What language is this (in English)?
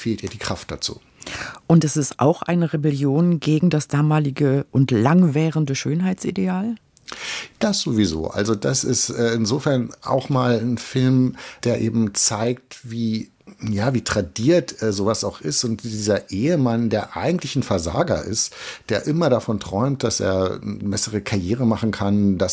German